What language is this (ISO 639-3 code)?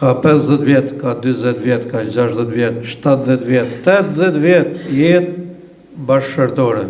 sqi